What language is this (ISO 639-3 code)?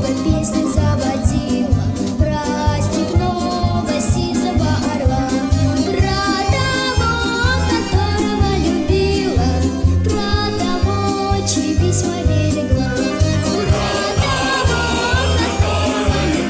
tts